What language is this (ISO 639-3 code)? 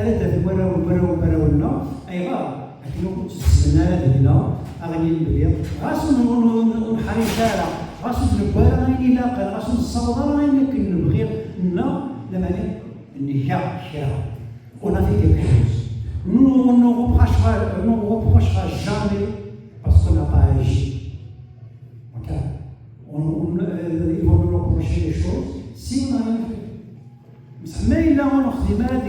kab